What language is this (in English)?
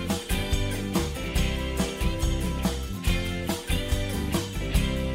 Greek